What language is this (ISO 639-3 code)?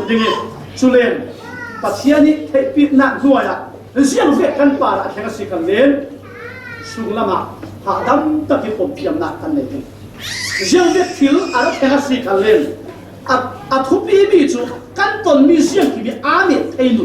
cfm